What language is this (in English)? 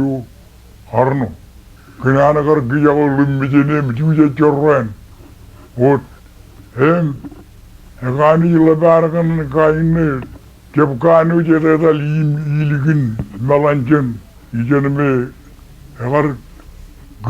Marshallese